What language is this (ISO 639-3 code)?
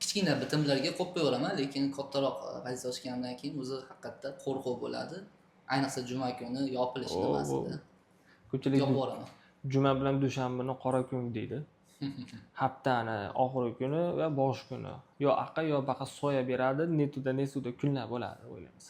uzb